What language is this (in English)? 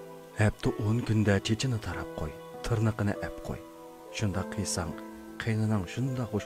Uyghur